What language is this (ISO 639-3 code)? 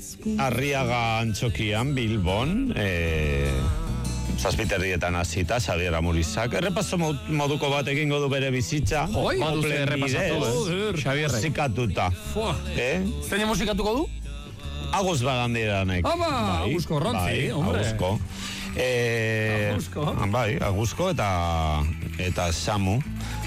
eus